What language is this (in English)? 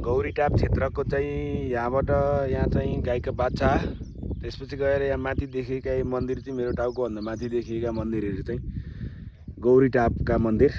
Nepali